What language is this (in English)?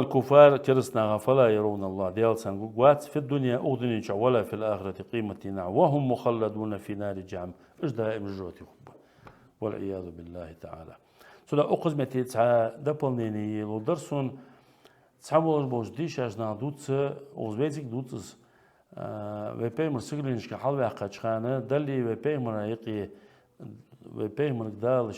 Ingush